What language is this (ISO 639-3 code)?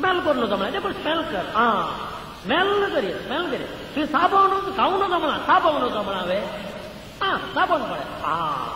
kok